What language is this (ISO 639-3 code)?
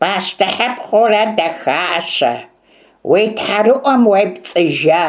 kbd